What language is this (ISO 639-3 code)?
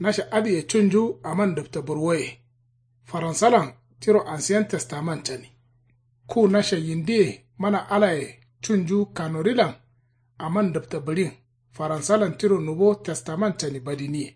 kau